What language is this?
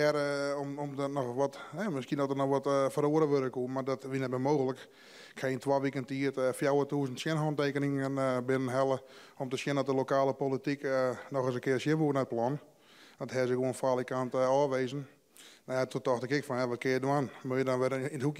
Western Frisian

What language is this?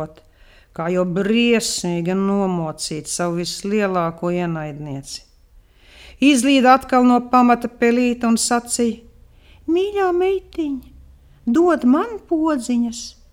Latvian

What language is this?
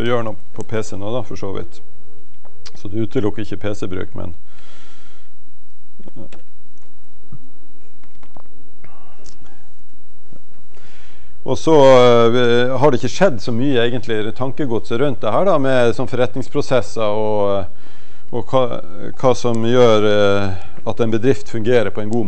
Norwegian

